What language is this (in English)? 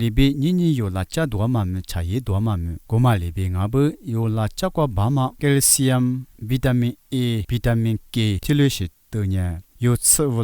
Lisu